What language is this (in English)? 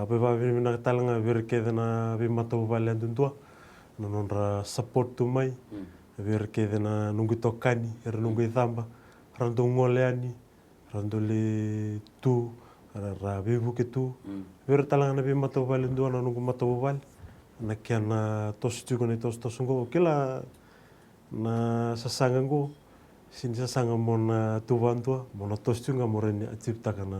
Fijian